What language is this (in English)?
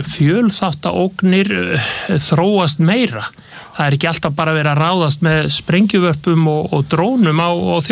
Icelandic